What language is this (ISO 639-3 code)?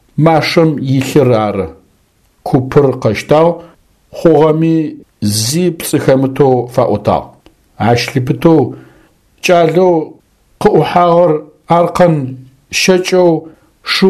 ady